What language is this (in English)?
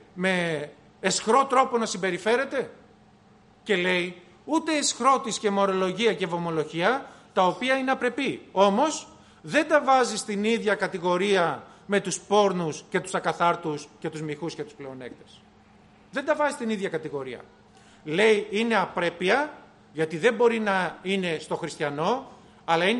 Greek